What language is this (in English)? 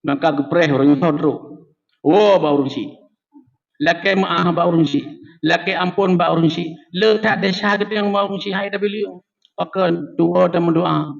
Achinese